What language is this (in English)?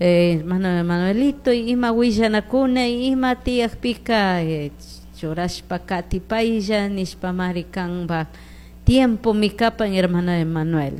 Chimborazo Highland Quichua